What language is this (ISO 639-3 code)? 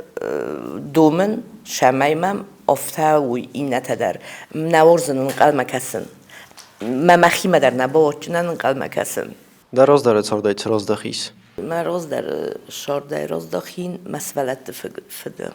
oss